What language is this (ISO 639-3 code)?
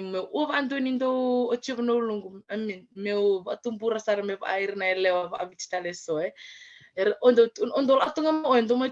fij